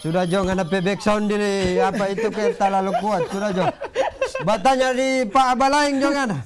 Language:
Manado Malay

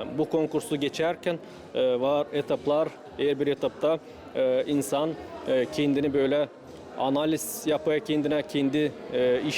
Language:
Gagauz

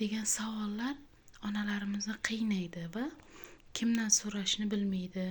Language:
Uzbek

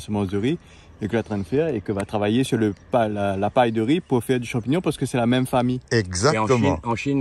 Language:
Réunion Creole French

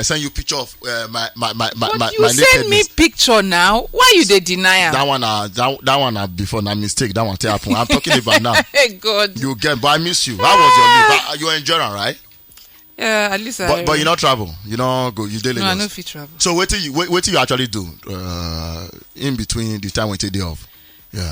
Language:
Nigerian Pidgin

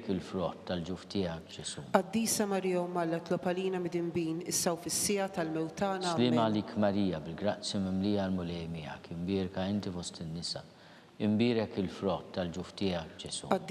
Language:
Maltese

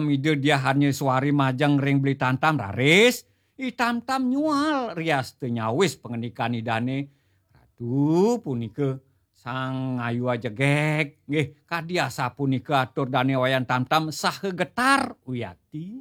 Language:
Balinese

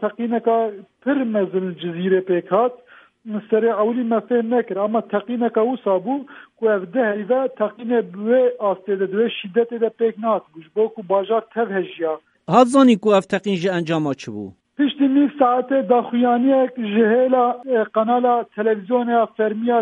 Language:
Kurdish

